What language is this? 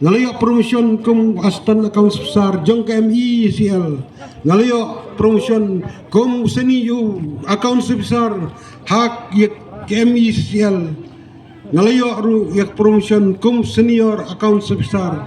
Khasi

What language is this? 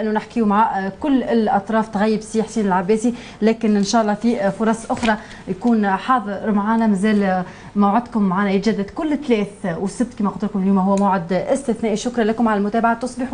Tunisian Arabic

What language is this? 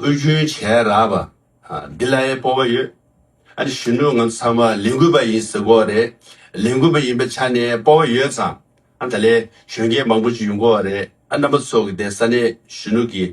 Tibetan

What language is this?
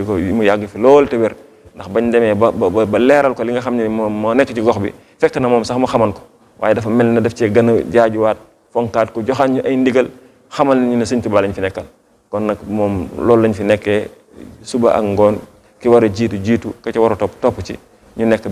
Wolof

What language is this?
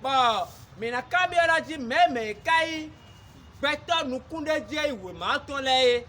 Fon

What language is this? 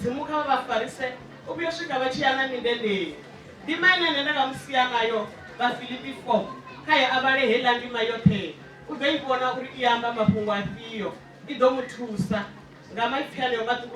Venda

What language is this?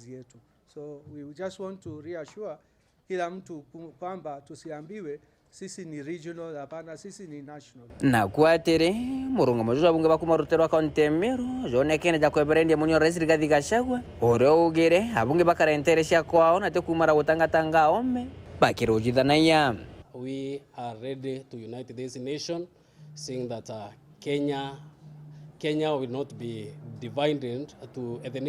Meru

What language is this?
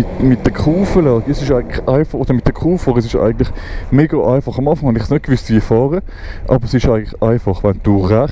Swiss German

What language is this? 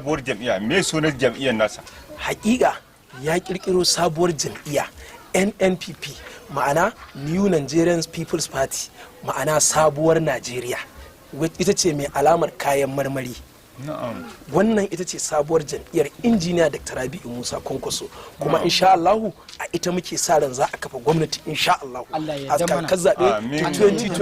Hausa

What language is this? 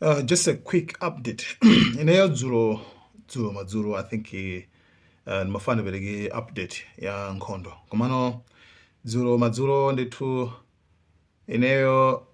Nyanja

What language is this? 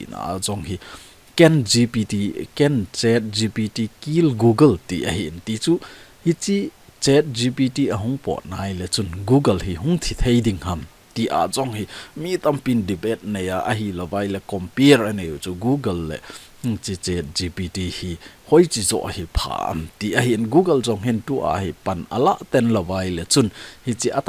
Thado Chin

